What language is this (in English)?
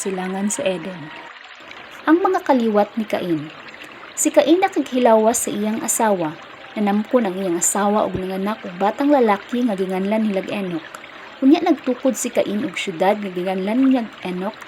Cebuano